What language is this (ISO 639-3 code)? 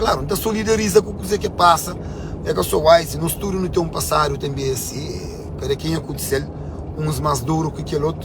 kea